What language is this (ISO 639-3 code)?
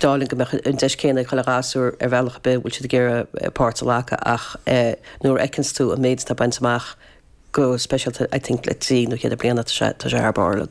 gle